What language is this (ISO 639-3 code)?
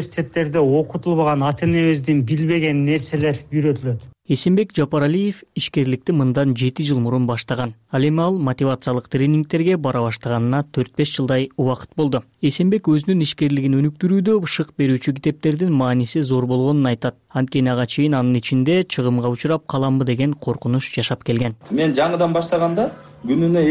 kir